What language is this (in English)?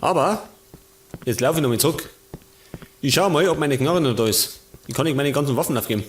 Bavarian